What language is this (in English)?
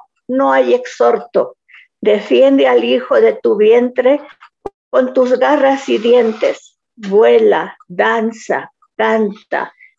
Spanish